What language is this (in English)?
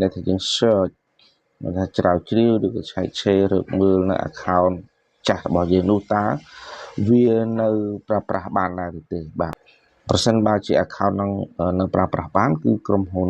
Khmer